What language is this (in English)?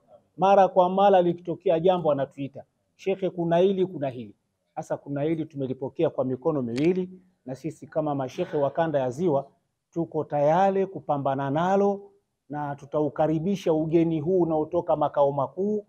Swahili